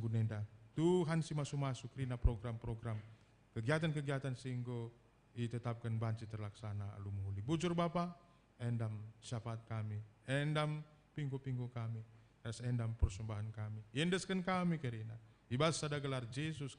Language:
Batak Karo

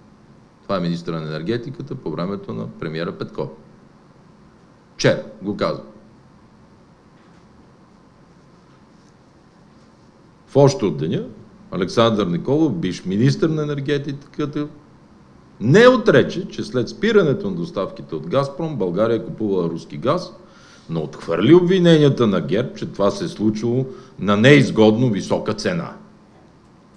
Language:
Bulgarian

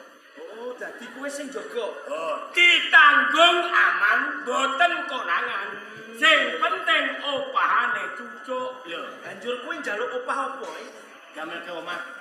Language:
Javanese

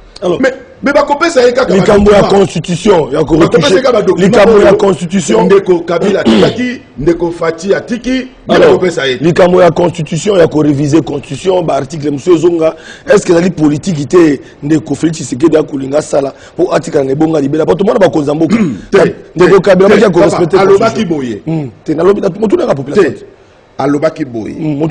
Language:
Lingala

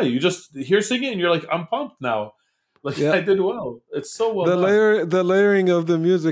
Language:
English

